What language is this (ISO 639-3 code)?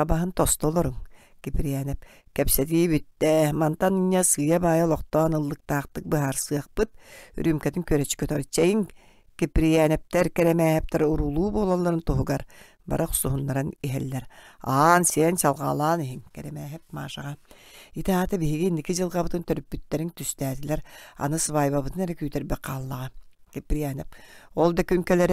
sah